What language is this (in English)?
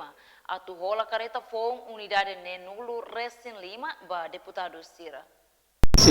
Tetum